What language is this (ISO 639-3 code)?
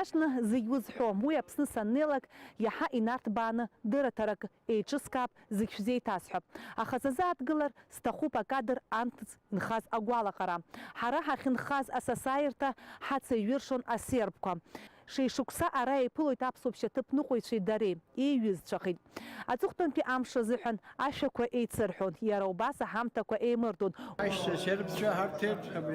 abk